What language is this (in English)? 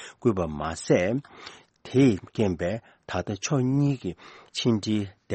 Tibetan